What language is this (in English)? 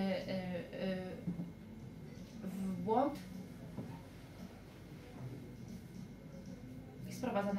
Polish